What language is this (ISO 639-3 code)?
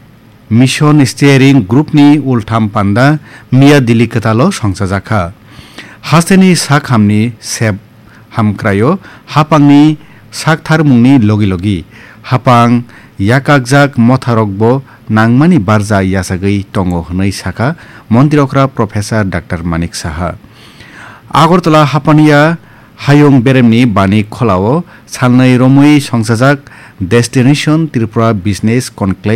trp